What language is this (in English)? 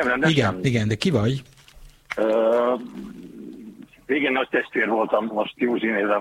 Hungarian